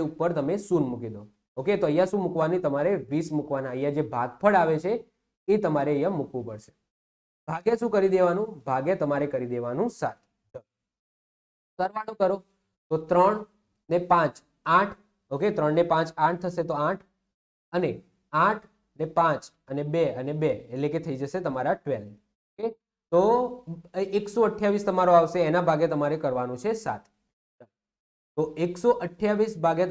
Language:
Gujarati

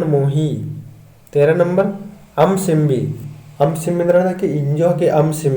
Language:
Kurukh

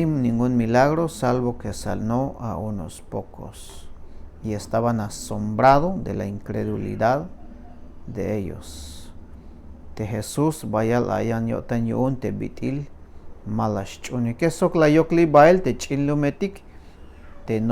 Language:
Tzeltal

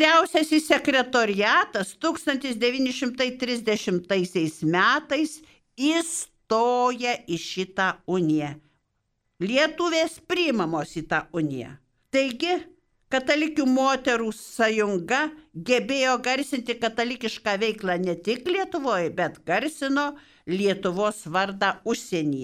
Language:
Lithuanian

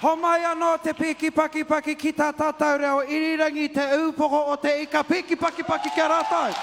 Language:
Māori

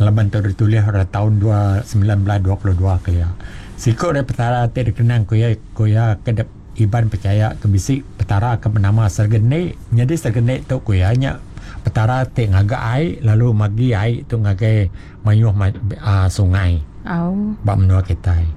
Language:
Iban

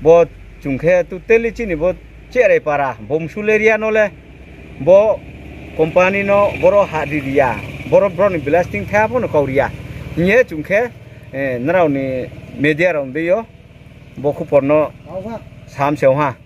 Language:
Riang (India)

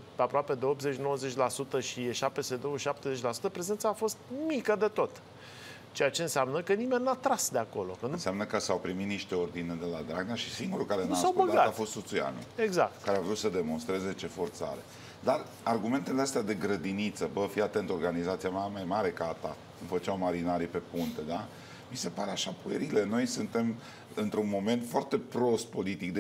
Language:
Romanian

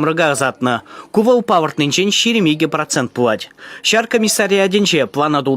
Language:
Chuvash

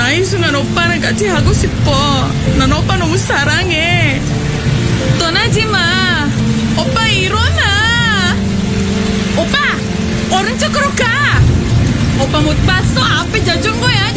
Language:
Korean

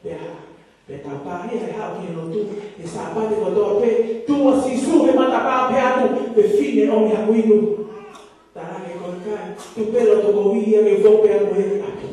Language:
Tongan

